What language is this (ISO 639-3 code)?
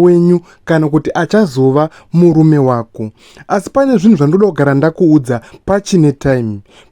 sna